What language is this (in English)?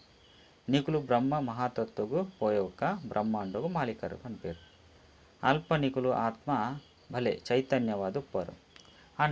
Tulu